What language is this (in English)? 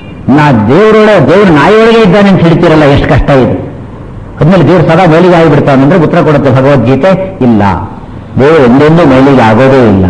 Kannada